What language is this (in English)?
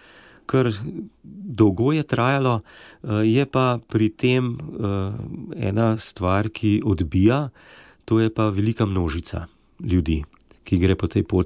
Slovenian